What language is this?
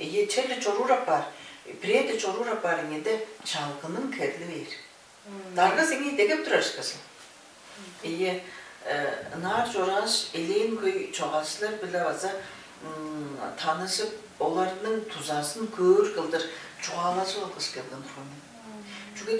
Tuvinian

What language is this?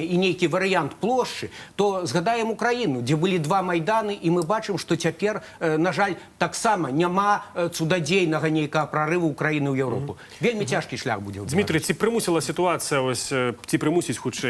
Belarusian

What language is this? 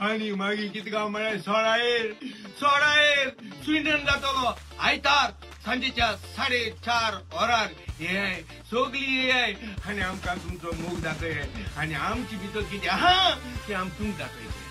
Konkani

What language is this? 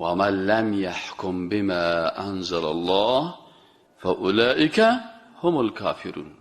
Persian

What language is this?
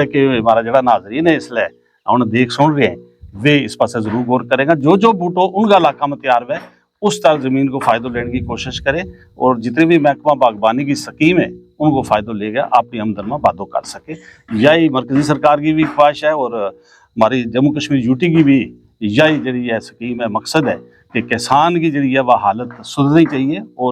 Gujari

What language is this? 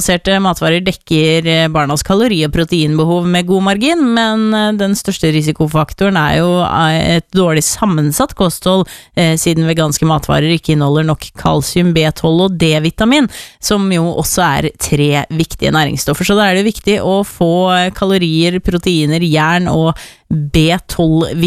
Norwegian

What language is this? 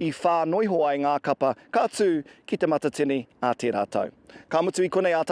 Māori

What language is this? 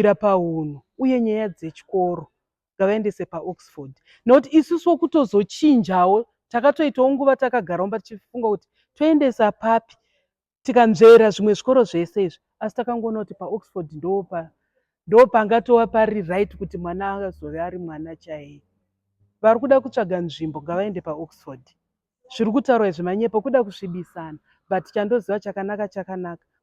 Shona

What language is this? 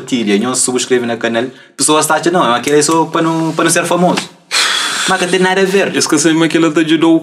Kabuverdianu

